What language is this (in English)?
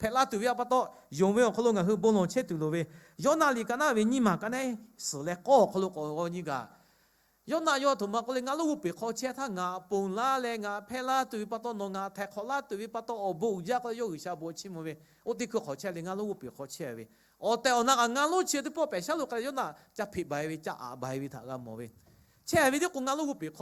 Lahu